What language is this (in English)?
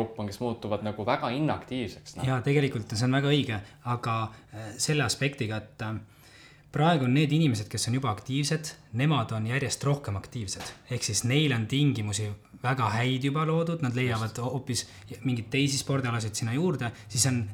Estonian